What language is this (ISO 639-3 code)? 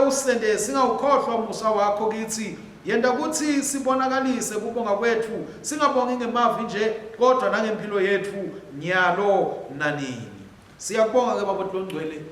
ssw